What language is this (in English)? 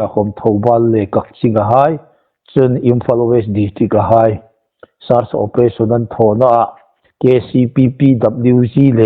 Hmar